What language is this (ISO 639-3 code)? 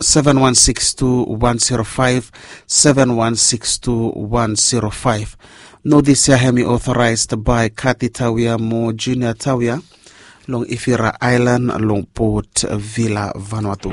bis